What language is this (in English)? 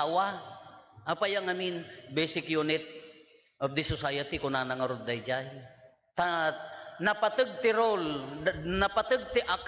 Iloko